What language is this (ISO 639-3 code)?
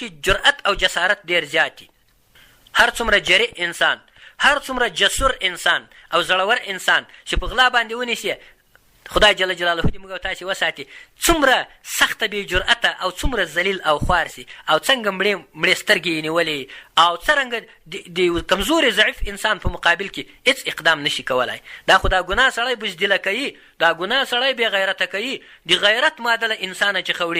pus